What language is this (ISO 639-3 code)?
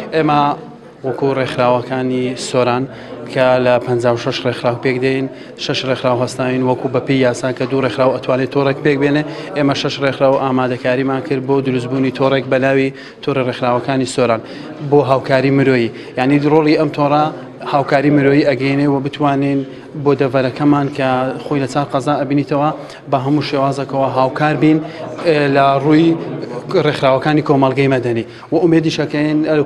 ckb